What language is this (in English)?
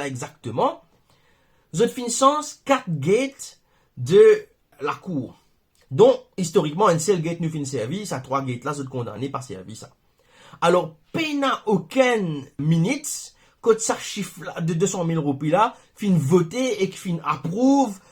Morisyen